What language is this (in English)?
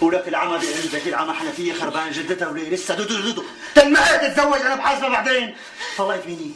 North Levantine Arabic